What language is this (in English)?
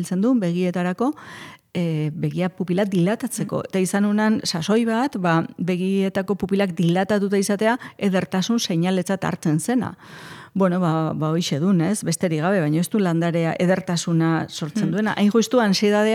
Basque